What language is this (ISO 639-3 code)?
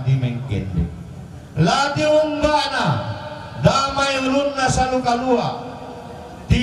sda